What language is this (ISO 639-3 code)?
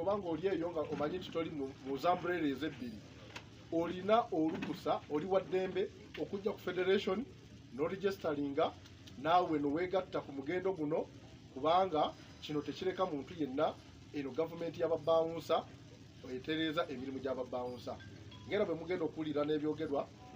lug